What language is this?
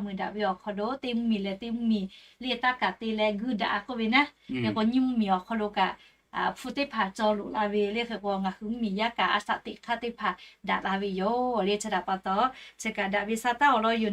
Lahu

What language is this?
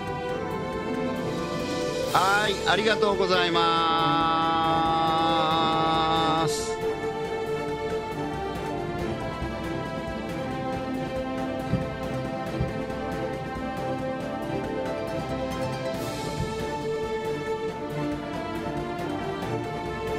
Japanese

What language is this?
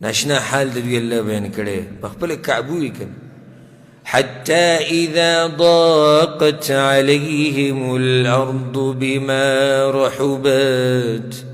Pashto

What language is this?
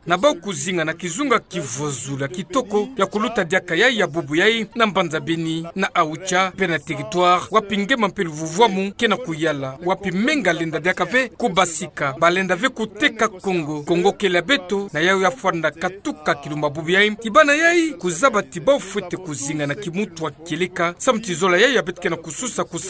Kituba (Democratic Republic of Congo)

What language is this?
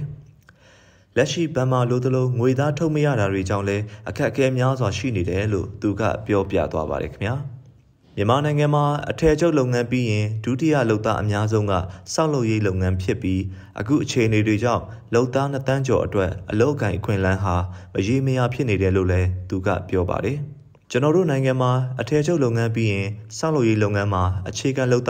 Burmese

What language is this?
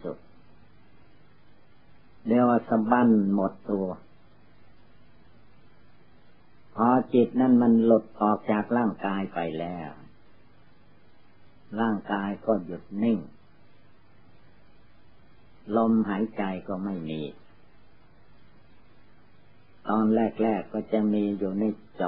Thai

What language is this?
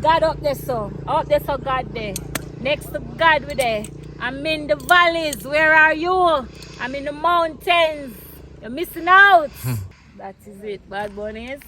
Jamaican Creole English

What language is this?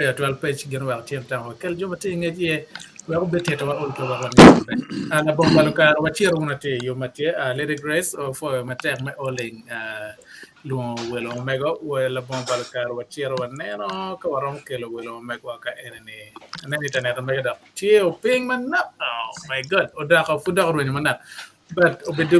Acoli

